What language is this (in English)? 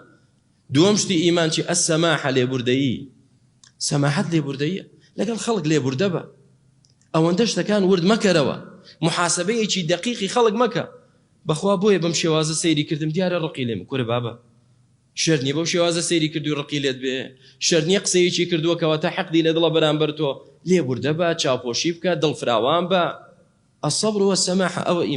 Central Kurdish